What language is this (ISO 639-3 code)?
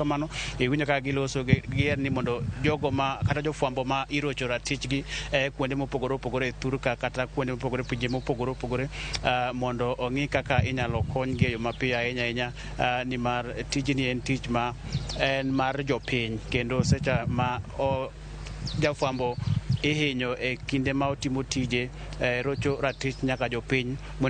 luo